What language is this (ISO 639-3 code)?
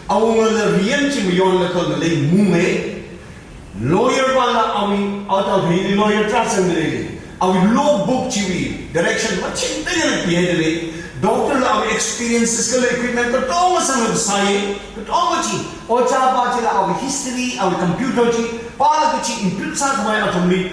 nmf